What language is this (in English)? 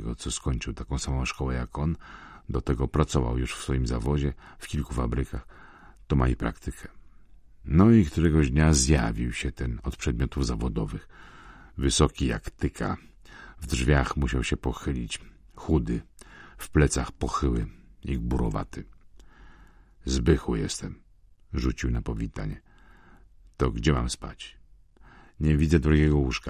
Polish